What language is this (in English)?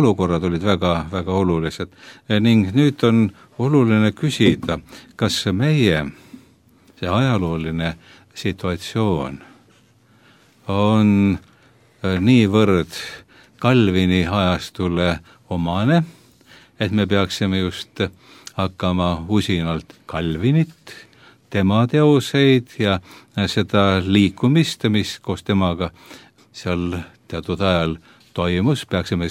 Estonian